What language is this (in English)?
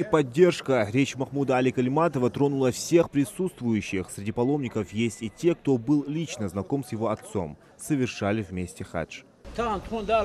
Ingush